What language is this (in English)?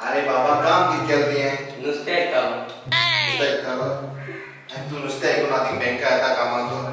Konkani